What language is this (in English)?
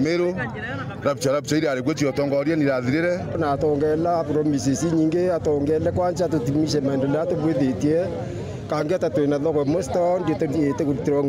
Meru